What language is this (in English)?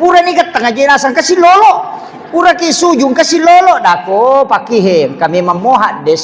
Buginese